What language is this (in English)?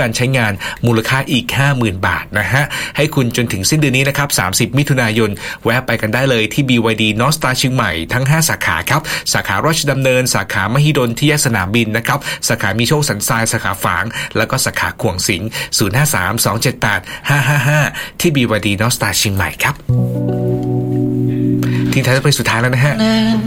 Thai